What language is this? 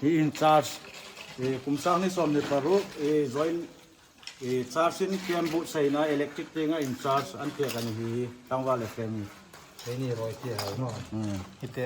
Hmar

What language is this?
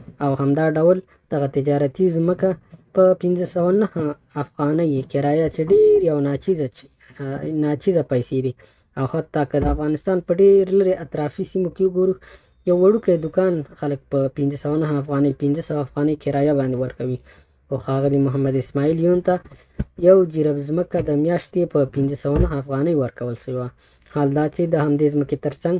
Pashto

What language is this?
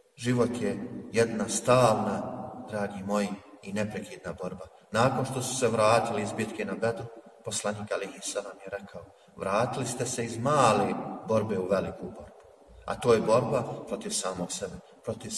Bosnian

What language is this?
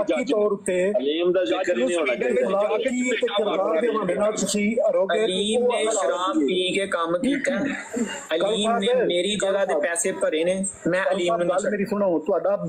Punjabi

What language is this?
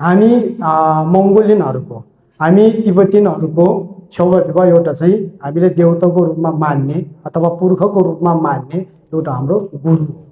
Nepali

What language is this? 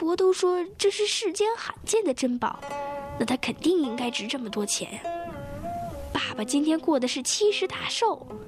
Chinese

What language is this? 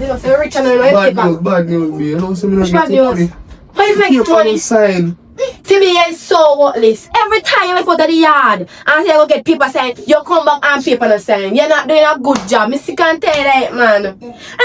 Jamaican Creole English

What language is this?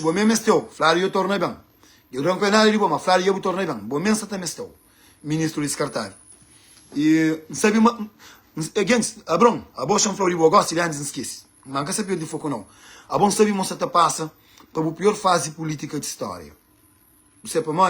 Kabuverdianu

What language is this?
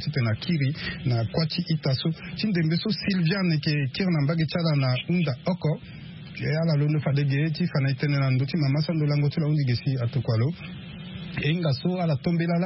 Sango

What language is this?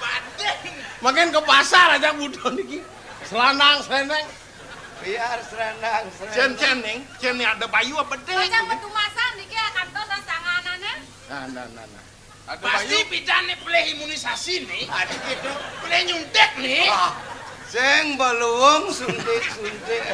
Balinese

